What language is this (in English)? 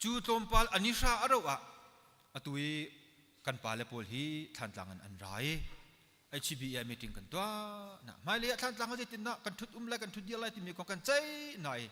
Hakha Chin